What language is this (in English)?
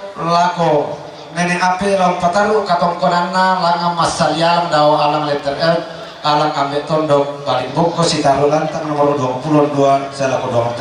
Toraja-Sa'dan